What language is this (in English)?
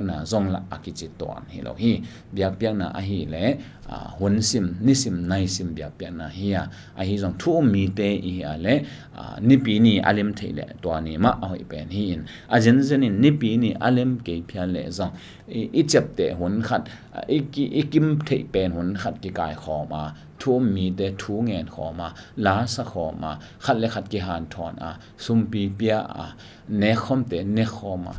Tedim Chin